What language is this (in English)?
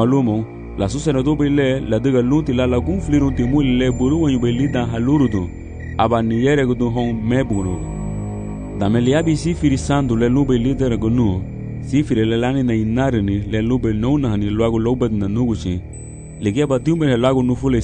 Garifuna